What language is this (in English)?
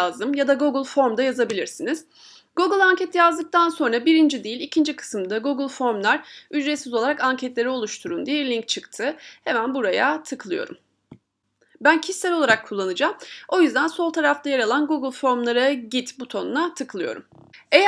Turkish